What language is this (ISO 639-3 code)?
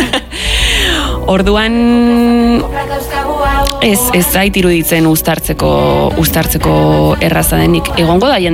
eus